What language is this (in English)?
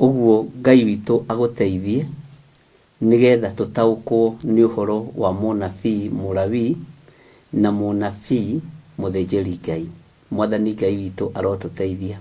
Kikuyu